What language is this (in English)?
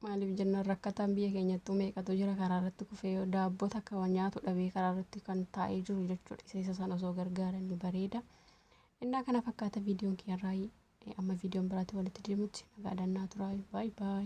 Oromo